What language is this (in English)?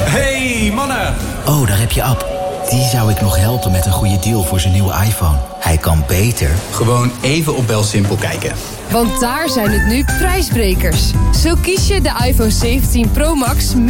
Dutch